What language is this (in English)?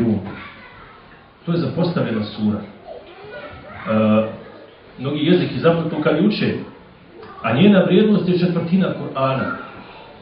Bosnian